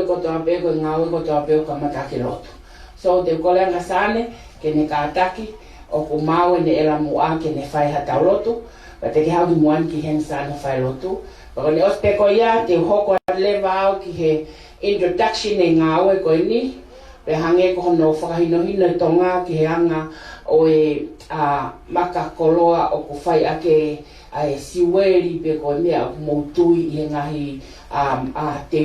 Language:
Tongan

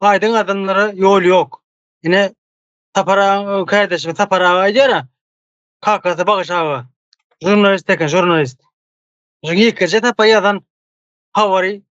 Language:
Turkmen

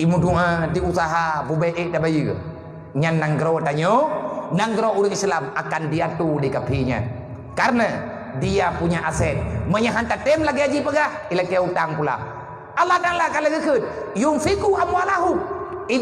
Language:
Achinese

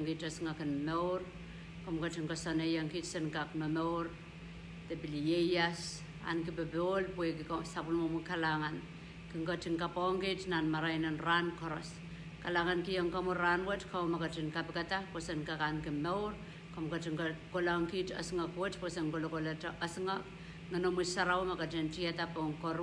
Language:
Pohnpeian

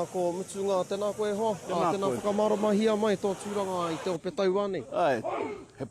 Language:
Māori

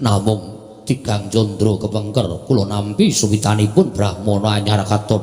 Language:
Javanese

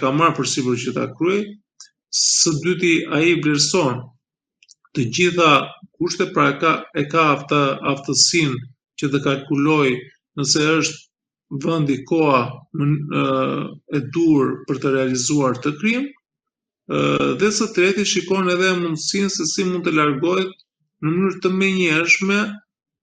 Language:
Albanian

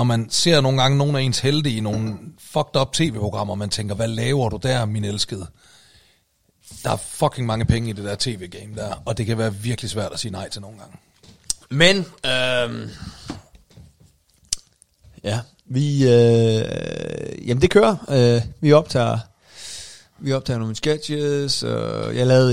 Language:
Danish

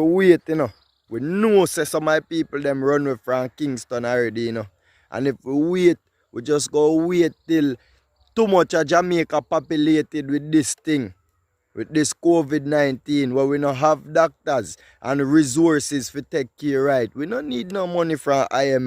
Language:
Jamaican Creole English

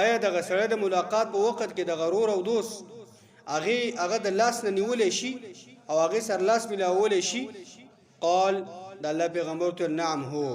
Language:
Pashto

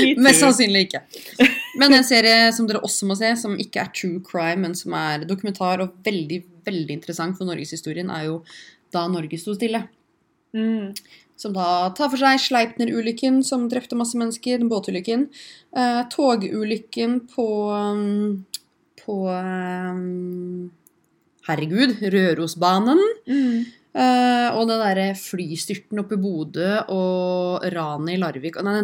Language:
Norwegian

